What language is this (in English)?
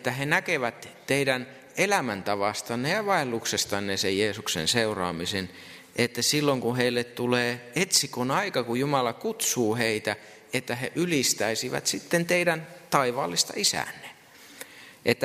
Finnish